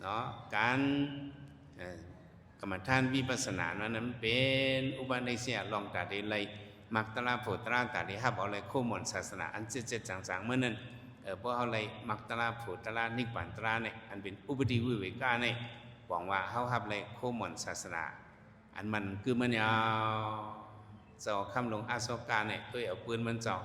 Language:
Shan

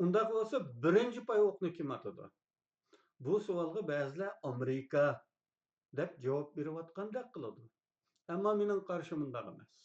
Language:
Uyghur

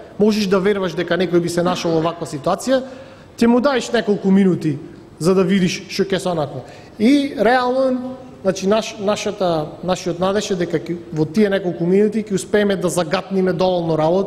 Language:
Macedonian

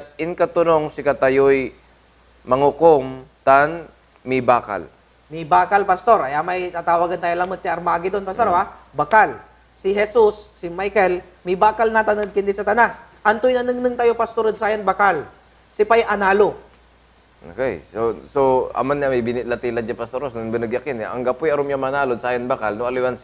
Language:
Pangasinan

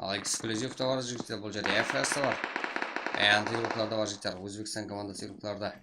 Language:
Kara-Kalpak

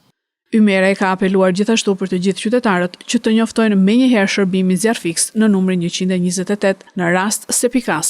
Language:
Albanian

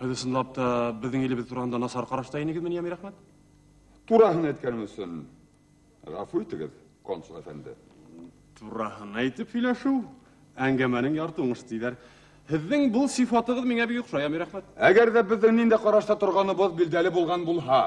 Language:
Bashkir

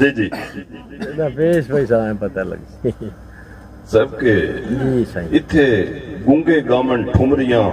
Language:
Saraiki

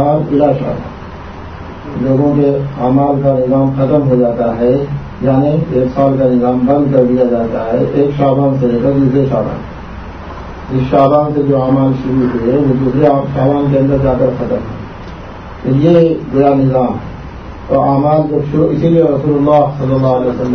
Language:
Urdu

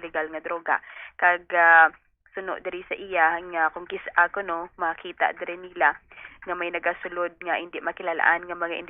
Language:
Hiligaynon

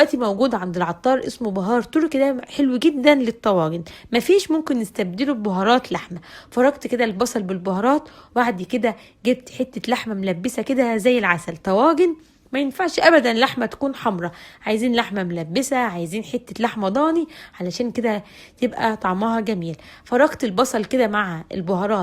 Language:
Egyptian Arabic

